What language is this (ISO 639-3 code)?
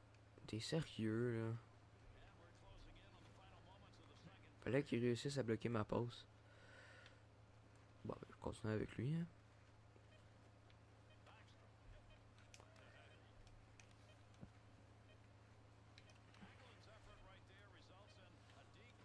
fra